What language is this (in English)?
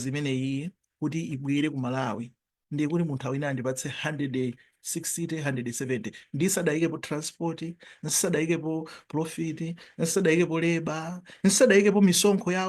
Nyanja